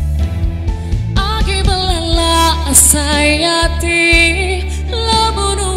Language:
Iban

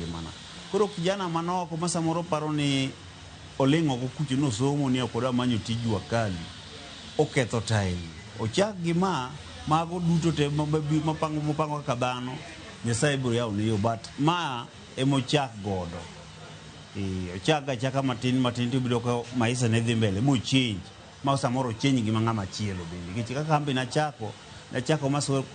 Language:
Luo (Kenya and Tanzania)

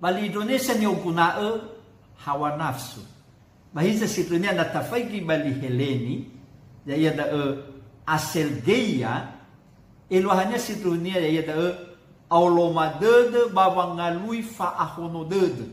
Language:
Nias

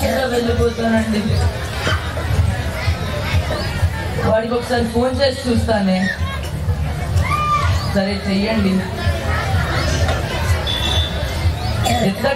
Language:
Telugu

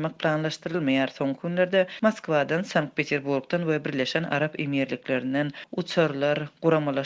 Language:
Turkmen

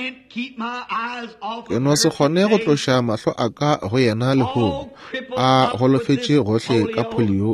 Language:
Northern Sotho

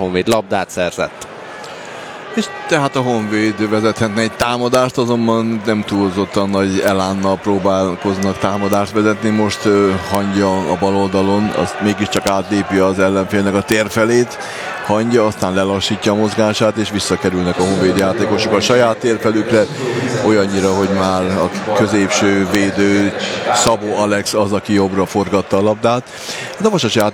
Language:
Hungarian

